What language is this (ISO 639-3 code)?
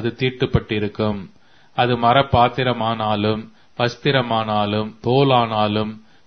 tam